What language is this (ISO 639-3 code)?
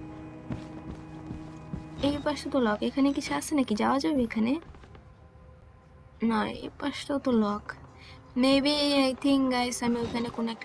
ben